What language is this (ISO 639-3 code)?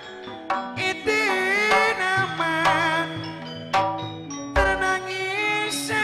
mad